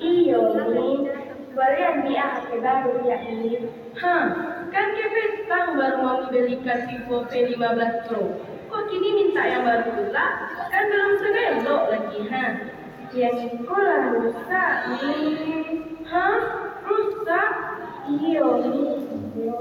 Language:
Minangkabau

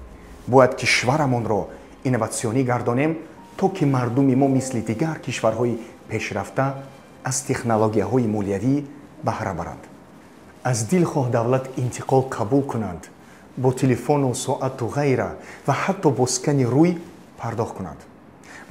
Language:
Tajik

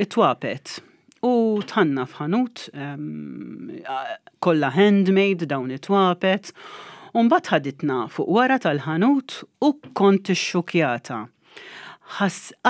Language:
Maltese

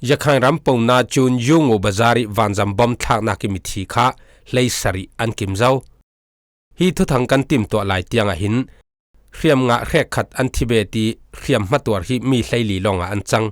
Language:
Falam Chin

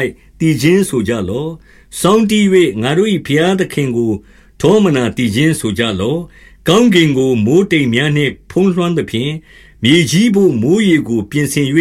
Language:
Burmese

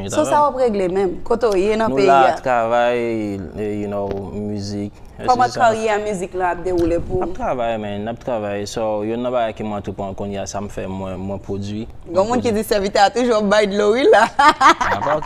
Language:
Haitian Creole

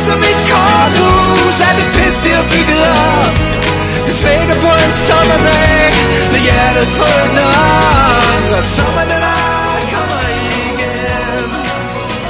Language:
Danish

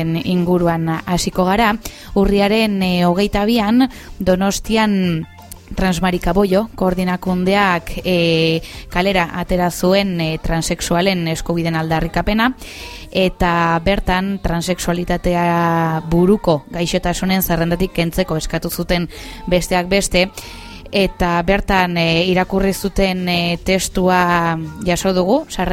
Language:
Basque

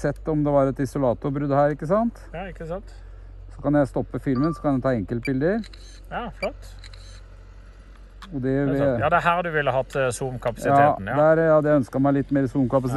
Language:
Norwegian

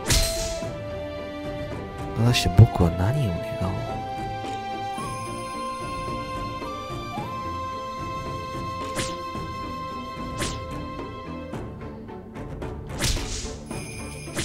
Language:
Japanese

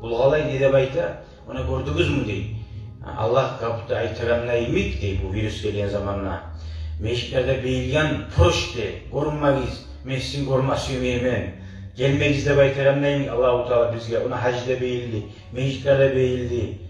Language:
Kumyk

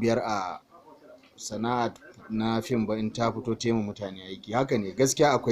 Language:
Hausa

